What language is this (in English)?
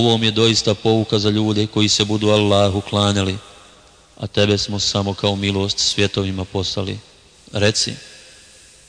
Bosnian